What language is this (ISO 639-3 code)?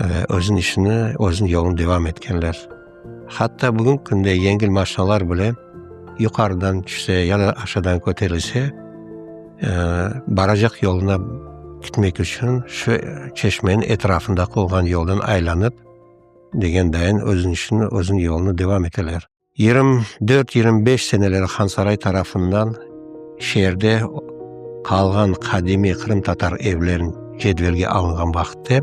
crh